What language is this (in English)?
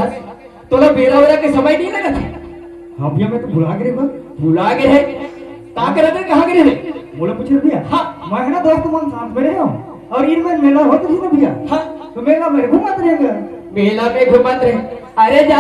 Chhattisgarhi